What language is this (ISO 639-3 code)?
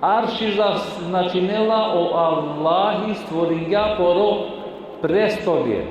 rmn